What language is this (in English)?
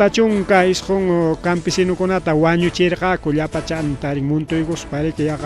Ayacucho Quechua